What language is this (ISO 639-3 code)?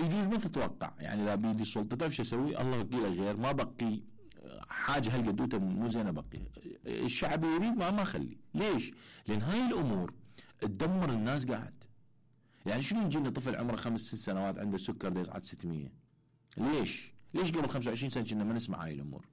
acm